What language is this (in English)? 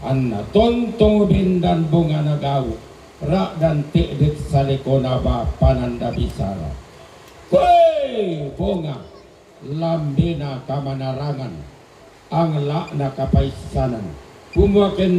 Toraja-Sa'dan